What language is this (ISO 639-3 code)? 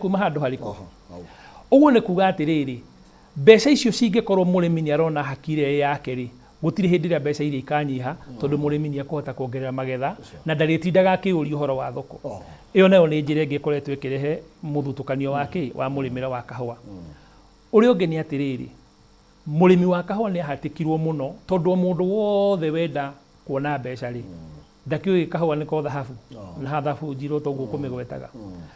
kik